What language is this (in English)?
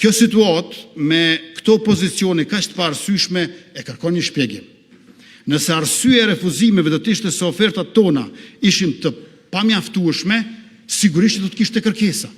Albanian